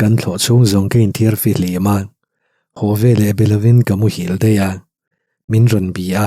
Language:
Mizo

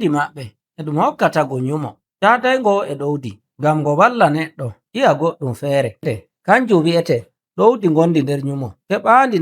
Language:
Nigerian Fulfulde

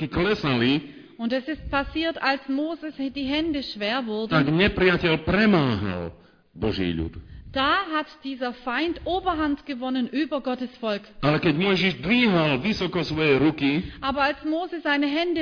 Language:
Slovak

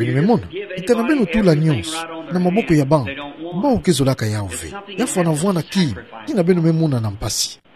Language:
Kituba (Democratic Republic of Congo)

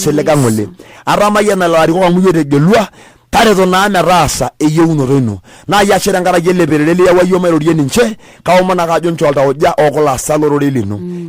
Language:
Masai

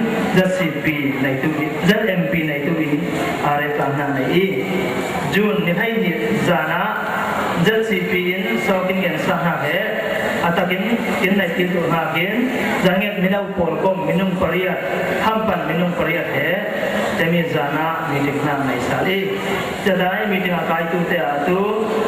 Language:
Falam Chin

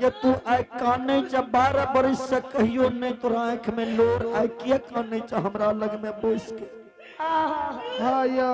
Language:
Maithili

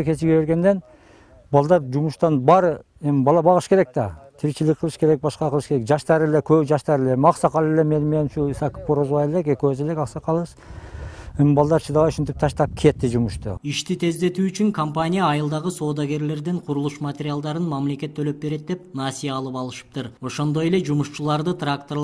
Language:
Kyrgyz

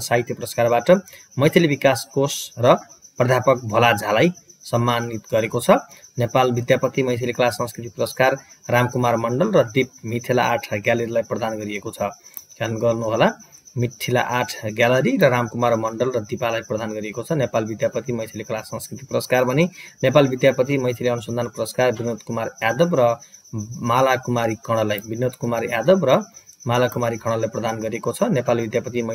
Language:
Nepali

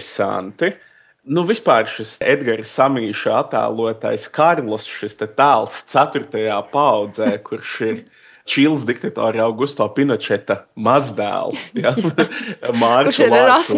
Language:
Latvian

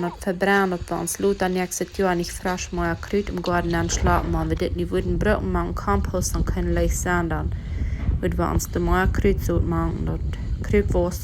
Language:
Plautdietsch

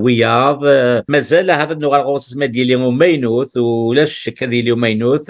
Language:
Kabyle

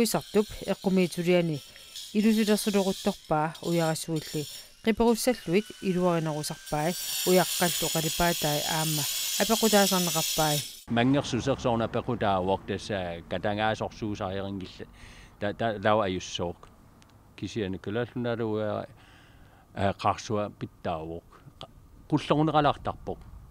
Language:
Kalaallisut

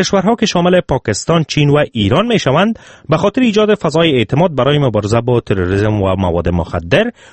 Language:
Persian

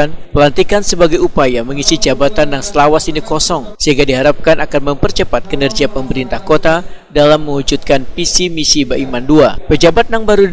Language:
Banjar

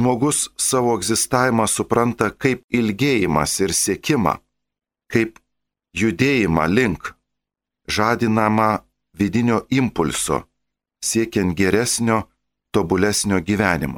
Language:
Lithuanian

